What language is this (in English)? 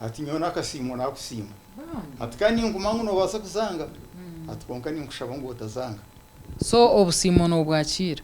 Nyankole